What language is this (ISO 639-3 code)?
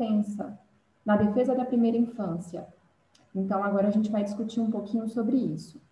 por